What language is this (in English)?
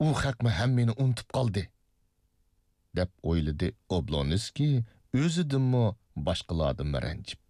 Uyghur